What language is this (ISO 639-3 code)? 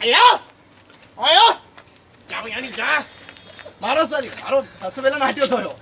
raj